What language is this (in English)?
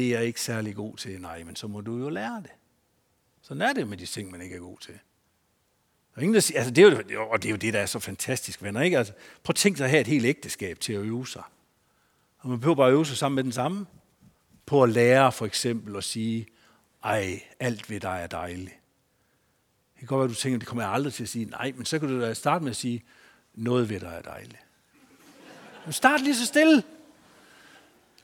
Danish